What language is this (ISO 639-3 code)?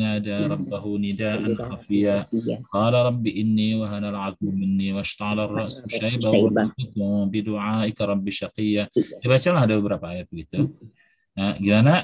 ind